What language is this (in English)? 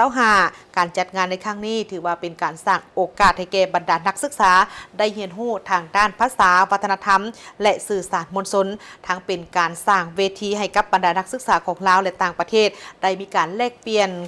Lao